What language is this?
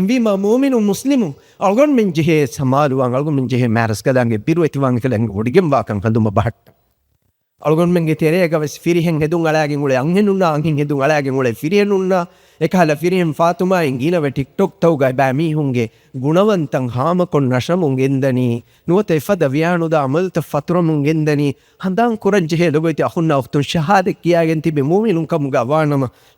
Divehi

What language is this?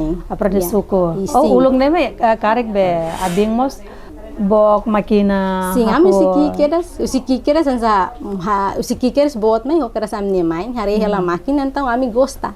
Tetum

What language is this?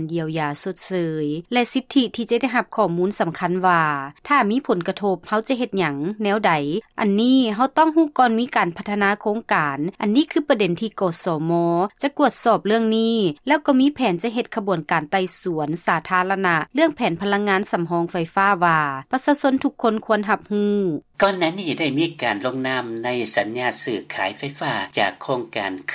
Lao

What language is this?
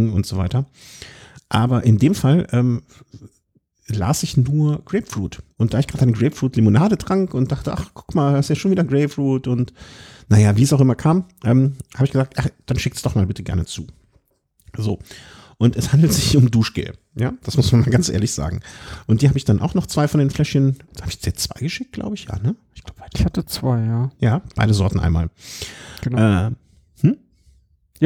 German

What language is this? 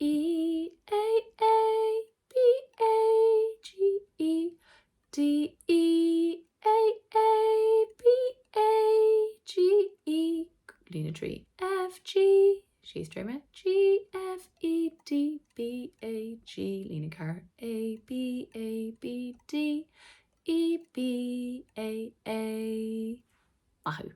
Irish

